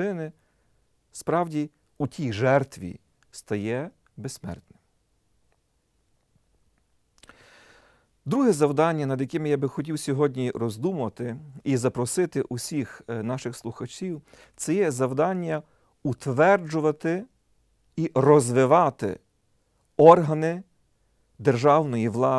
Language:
Ukrainian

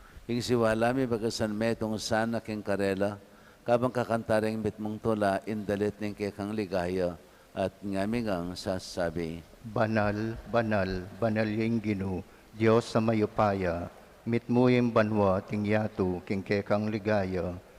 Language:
Pampanga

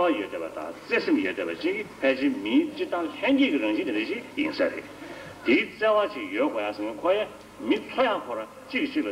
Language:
Tibetan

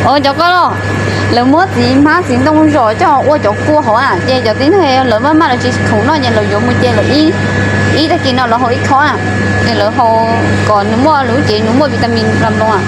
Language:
Hmong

